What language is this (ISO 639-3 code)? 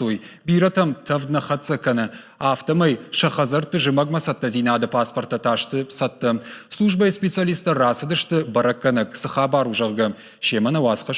oss